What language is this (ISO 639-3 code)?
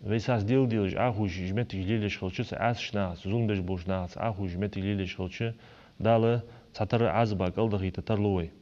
inh